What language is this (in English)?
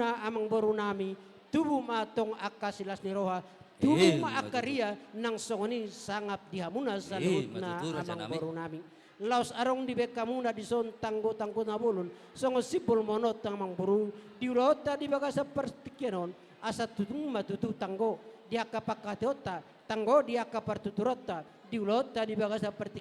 Batak Toba